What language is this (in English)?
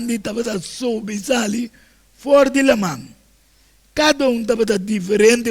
Papiamento